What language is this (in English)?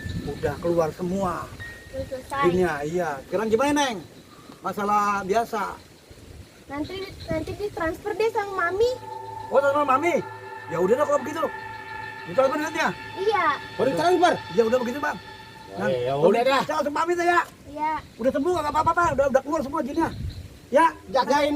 Betawi